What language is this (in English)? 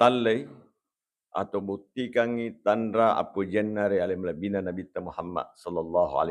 Buginese